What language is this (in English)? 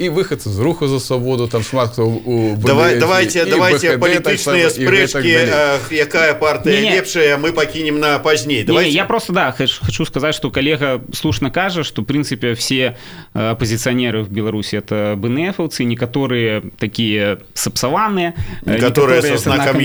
Belarusian